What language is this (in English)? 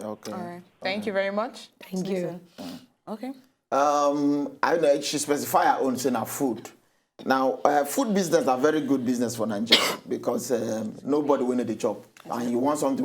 Nigerian Pidgin